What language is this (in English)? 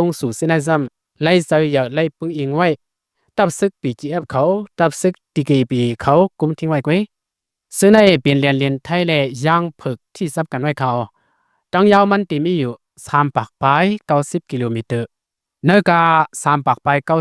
Shan